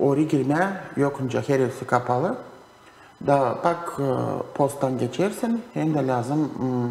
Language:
Gagauz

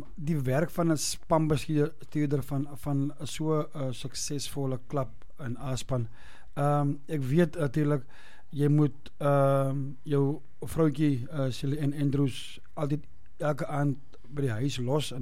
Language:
Afrikaans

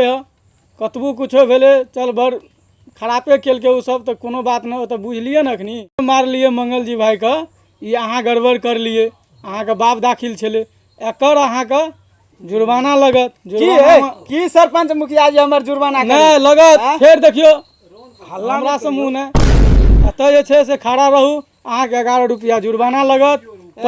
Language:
Maithili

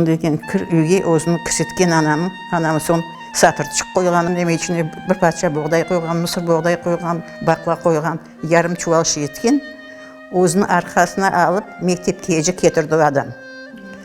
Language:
Crimean Tatar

